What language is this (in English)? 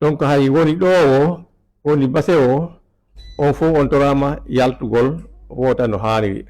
Fula